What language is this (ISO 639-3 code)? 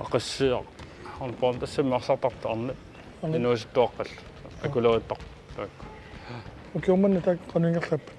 kal